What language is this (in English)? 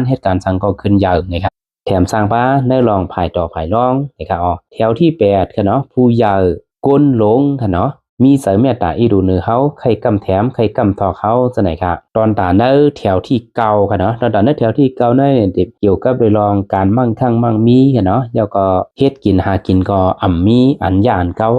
Shan